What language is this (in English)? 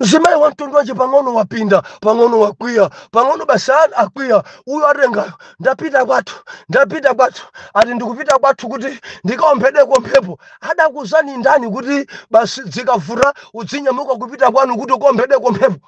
Nyanja